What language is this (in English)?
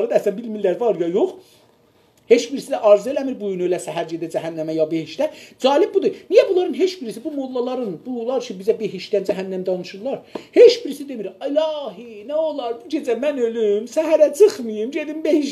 South Azerbaijani